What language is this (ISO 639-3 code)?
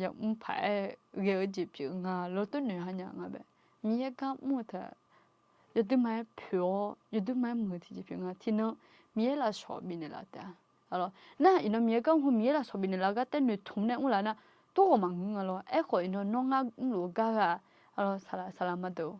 ahk